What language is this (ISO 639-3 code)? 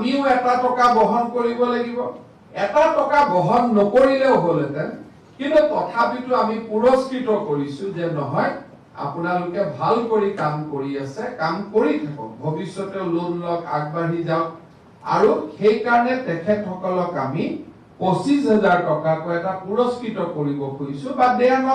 asm